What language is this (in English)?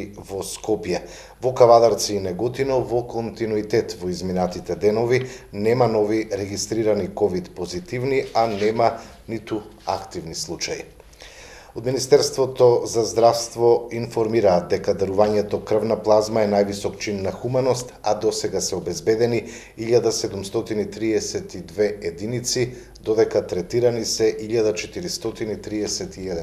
Macedonian